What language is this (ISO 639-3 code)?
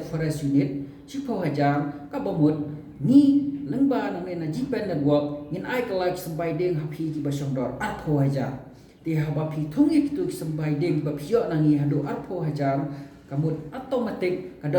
kha